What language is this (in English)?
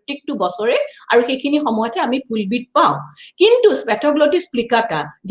Assamese